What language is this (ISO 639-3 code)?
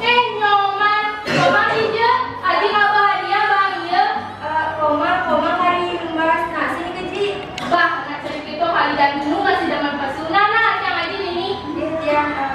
ban